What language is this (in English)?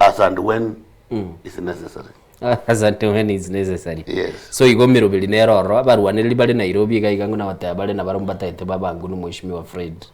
Gusii